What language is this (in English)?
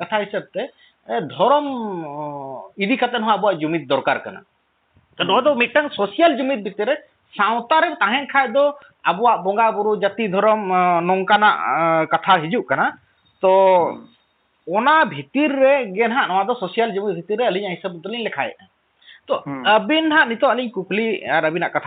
Santali